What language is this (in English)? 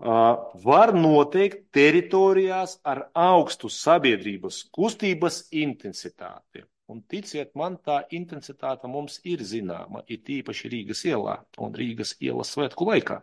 Latvian